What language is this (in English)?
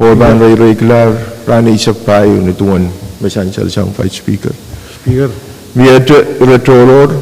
Pohnpeian